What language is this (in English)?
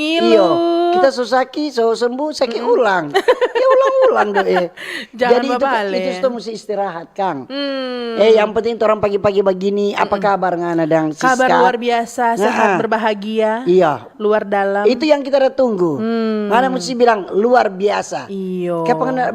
Manado Malay